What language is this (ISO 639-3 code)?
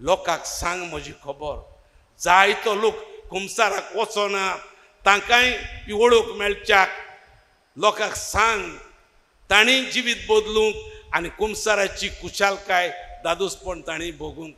kok